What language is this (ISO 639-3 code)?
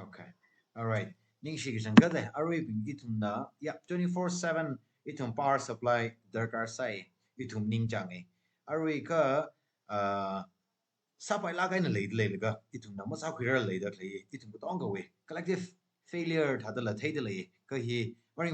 nmf